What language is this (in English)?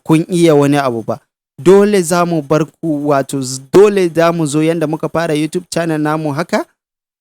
Hausa